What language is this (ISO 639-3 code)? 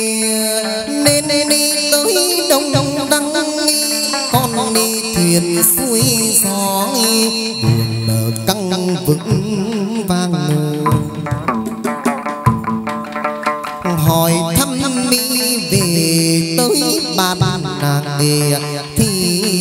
vie